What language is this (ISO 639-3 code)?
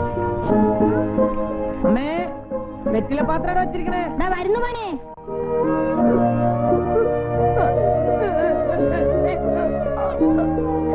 mal